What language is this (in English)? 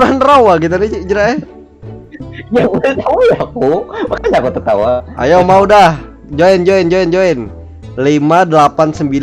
Banjar